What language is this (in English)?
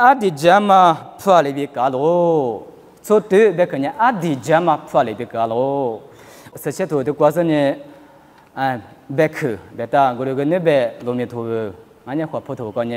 Lisu